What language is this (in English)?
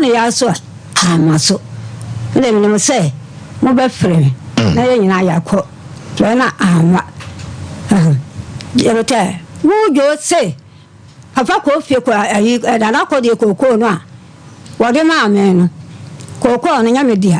Akan